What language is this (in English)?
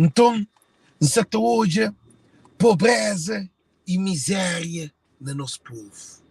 Kabuverdianu